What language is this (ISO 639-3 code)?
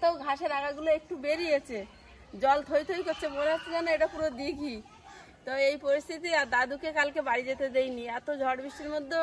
ben